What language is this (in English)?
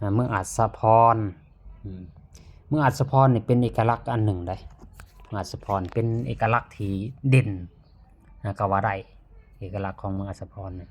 Lao